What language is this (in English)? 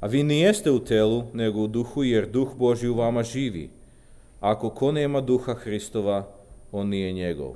Serbian